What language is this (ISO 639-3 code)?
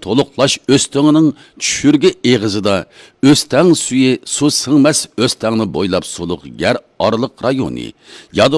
uig